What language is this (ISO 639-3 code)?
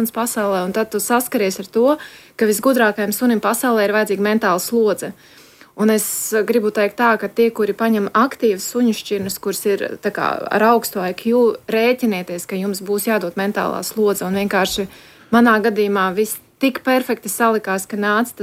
lav